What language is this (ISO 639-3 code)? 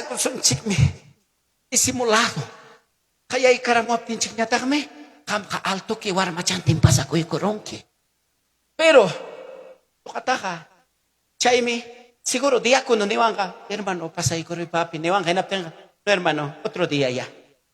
quy